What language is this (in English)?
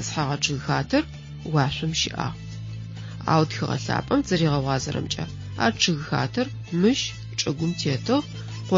Adyghe